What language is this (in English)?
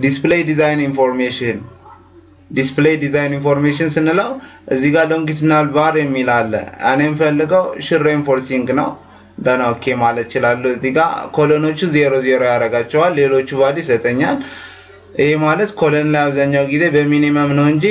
Amharic